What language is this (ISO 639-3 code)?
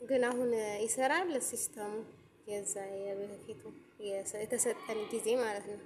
amh